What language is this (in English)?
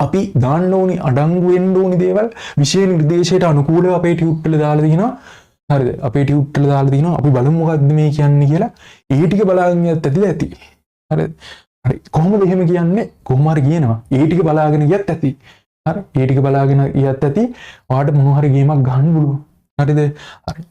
Sinhala